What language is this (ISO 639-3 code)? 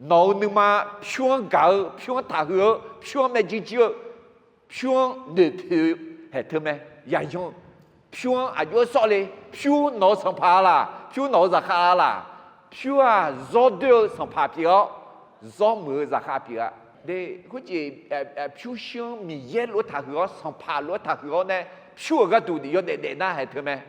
ahk